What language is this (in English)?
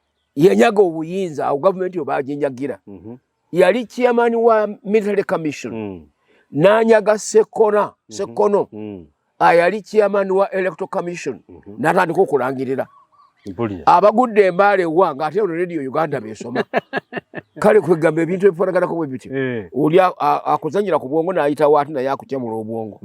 Ganda